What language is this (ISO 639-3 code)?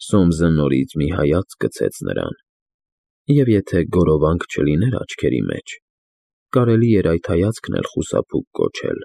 hye